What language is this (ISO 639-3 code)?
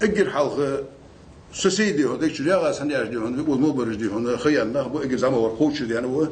inh